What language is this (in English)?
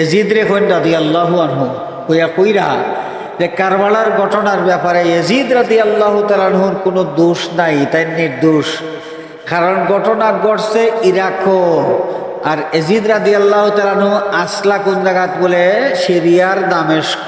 Sylheti